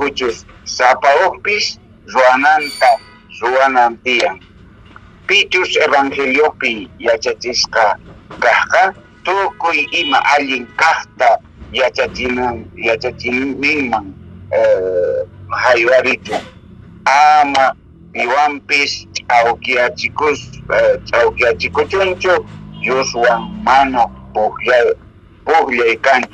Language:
Quechua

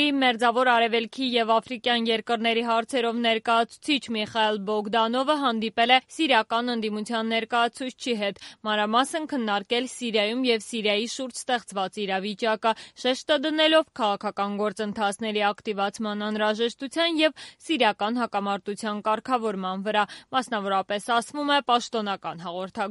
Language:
Armenian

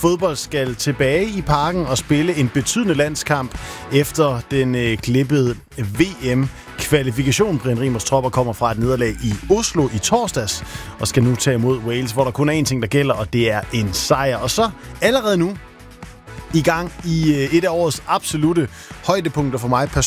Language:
Danish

